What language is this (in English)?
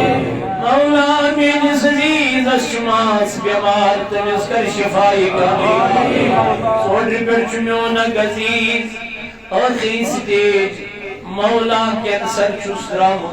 Kashmiri